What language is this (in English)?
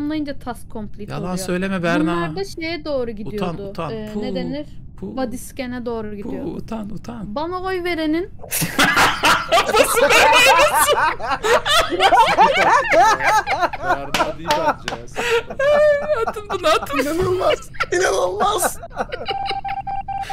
Turkish